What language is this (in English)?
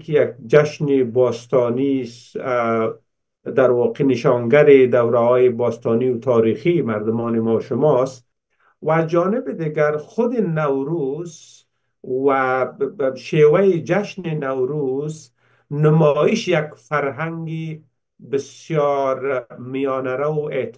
Persian